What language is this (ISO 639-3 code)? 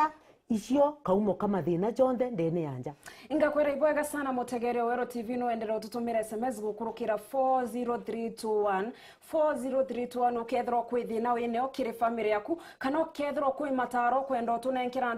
mer